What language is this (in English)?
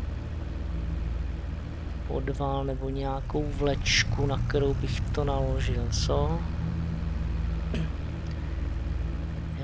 Czech